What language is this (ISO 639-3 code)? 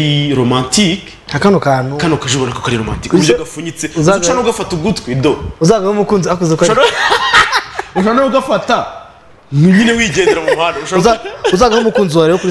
kin